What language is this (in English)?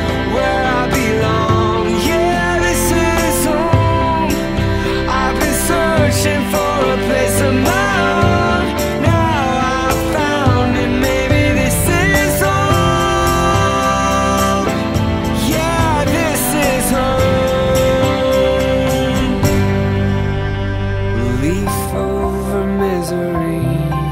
English